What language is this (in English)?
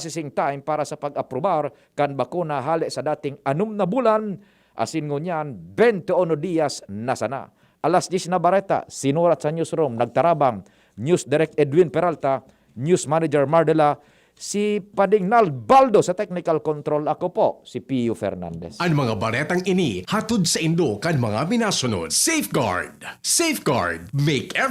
Bikol